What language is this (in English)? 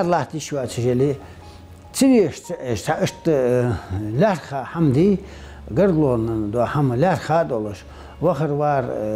Ingush